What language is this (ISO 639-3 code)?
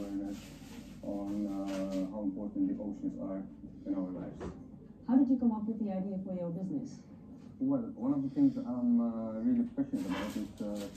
eng